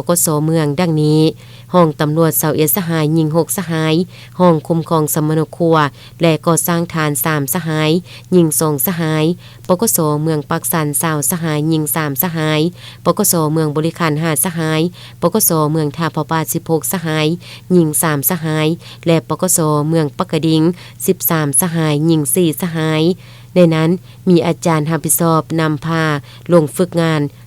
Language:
Lao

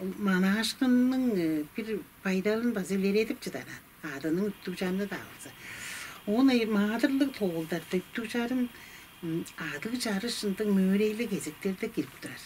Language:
Tuvinian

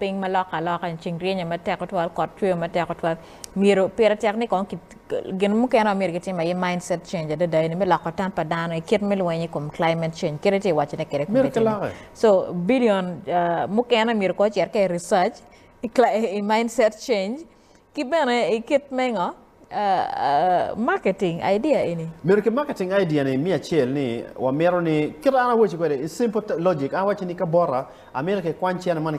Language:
Acoli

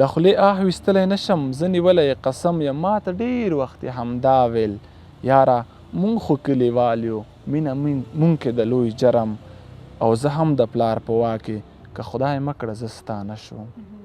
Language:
Pashto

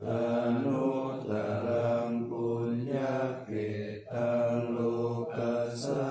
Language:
Pali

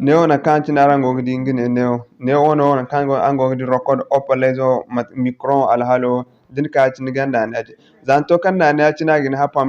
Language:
Zarma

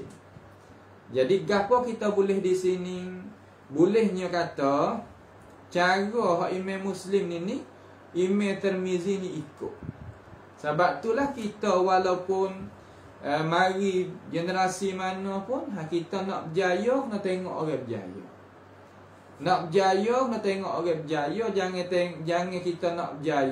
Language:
Malay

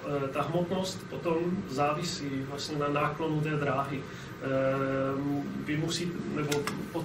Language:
Czech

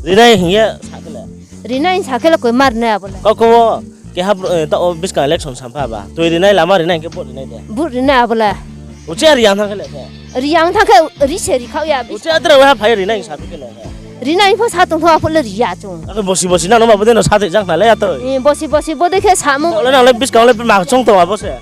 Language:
Riang (India)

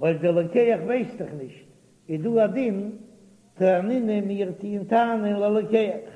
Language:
Yiddish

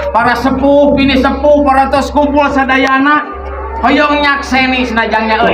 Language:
Sundanese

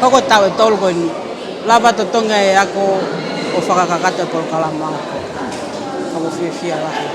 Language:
Tongan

